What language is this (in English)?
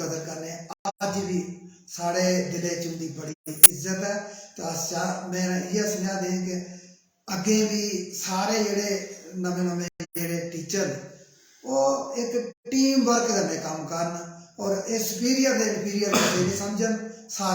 Dogri